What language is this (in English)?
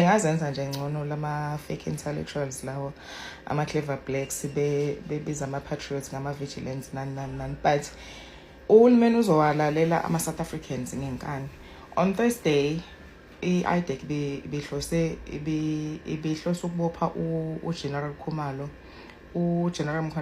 Zulu